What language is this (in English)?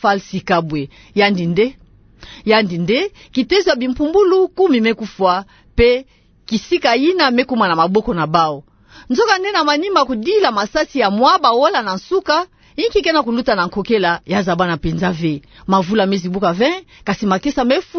Kituba (Democratic Republic of Congo)